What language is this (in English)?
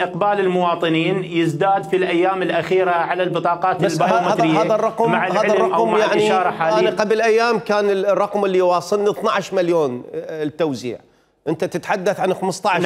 Mesopotamian Arabic